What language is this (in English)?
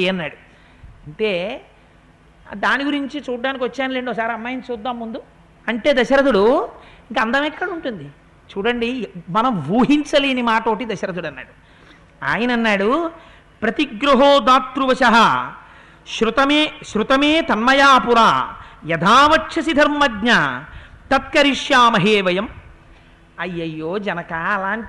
Telugu